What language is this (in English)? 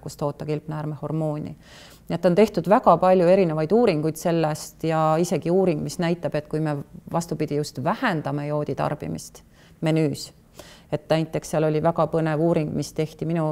Estonian